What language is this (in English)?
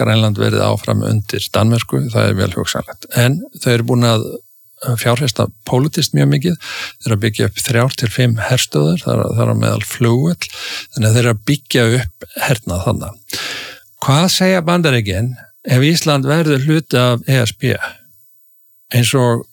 Icelandic